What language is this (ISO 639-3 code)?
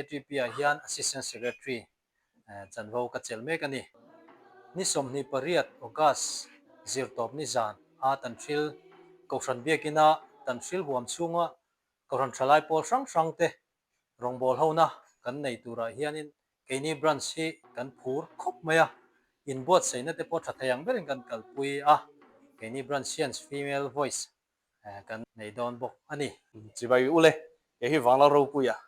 lus